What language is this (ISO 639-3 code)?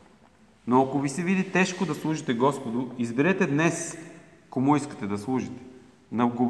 bul